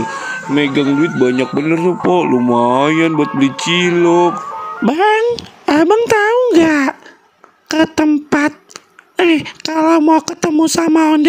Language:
Betawi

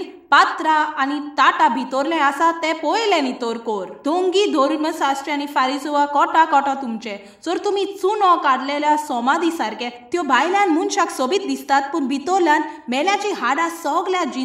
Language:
Konkani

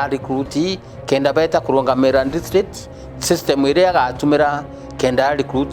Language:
Meru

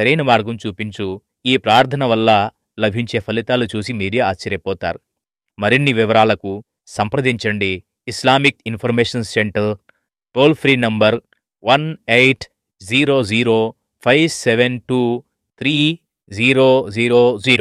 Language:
Telugu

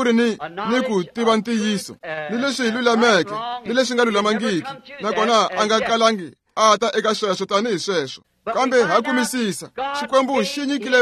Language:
Tsonga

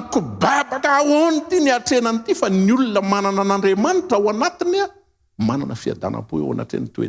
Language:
Malagasy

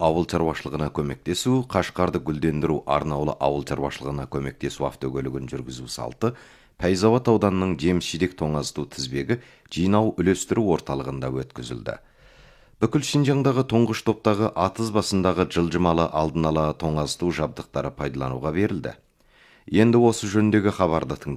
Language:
Kazakh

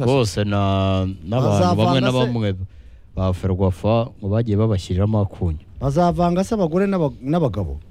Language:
Kinyarwanda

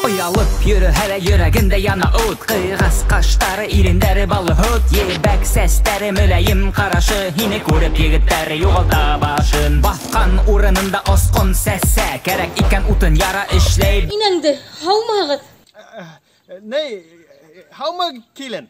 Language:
Bashkir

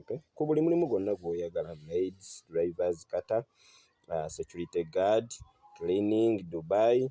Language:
Ganda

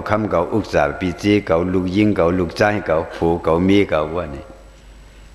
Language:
Shan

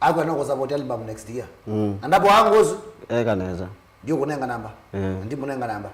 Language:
Kamba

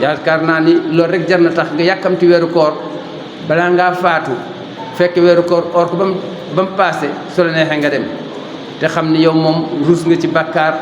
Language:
Wolof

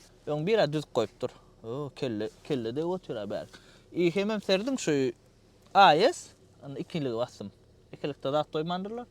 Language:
Turkmen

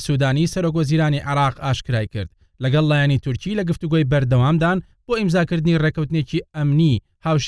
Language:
Central Kurdish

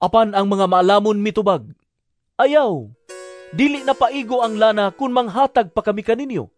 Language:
Cebuano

